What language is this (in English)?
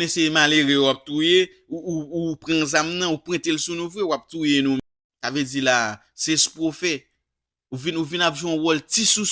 Haitian Creole